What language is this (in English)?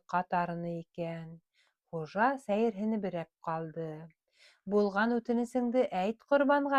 Bashkir